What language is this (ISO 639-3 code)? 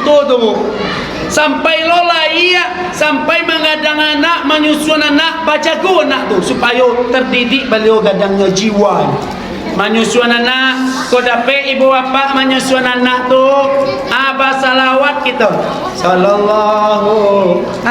min